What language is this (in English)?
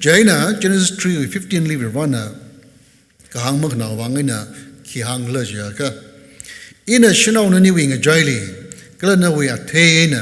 Tangkhul Naga (India)